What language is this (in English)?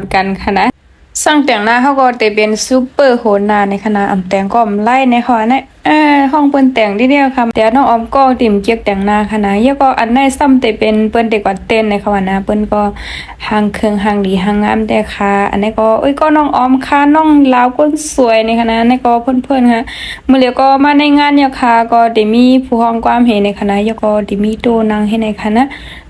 Shan